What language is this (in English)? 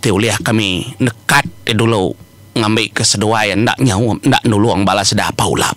Iban